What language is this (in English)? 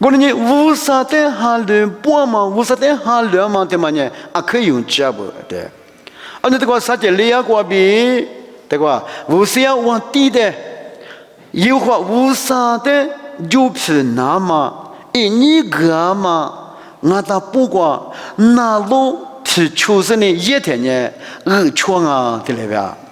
Lisu